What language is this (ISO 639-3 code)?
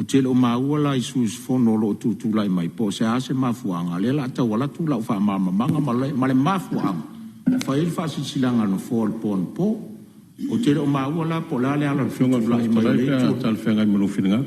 smo